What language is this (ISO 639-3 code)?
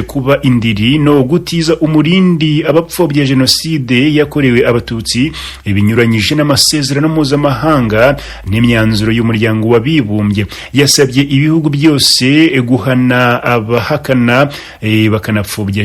kin